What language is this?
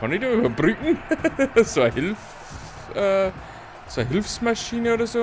Bavarian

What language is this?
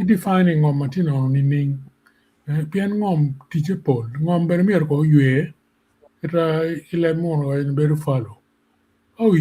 Acoli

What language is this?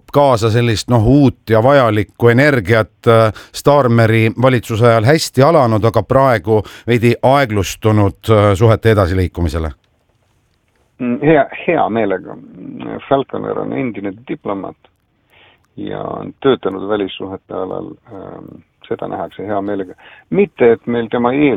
Estonian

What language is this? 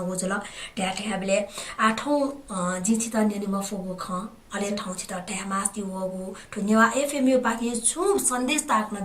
Newari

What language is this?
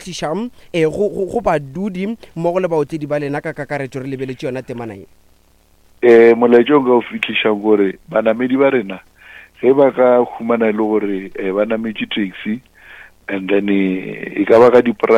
Northern Sotho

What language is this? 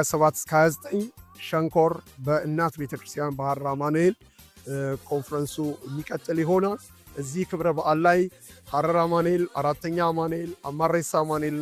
Amharic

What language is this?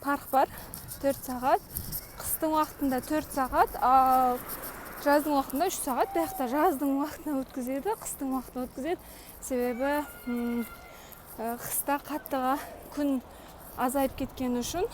Kara-Kalpak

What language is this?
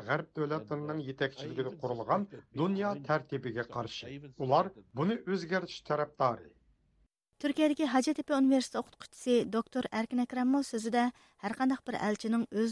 Uyghur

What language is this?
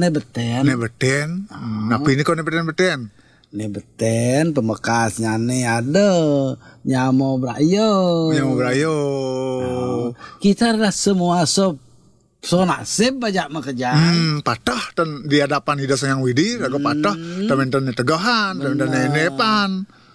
Balinese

